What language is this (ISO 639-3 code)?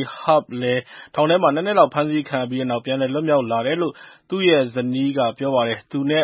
mya